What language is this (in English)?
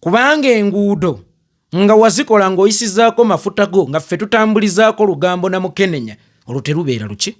Ganda